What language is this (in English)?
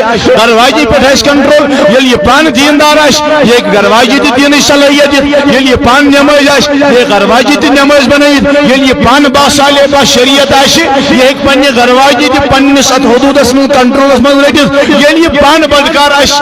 Kashmiri